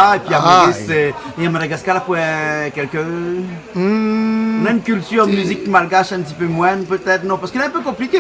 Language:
Réunion Creole French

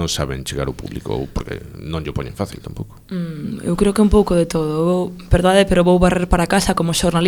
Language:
Galician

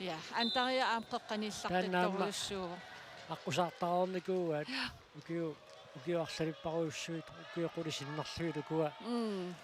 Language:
Kalaallisut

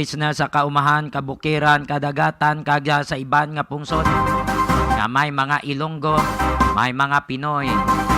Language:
Hiligaynon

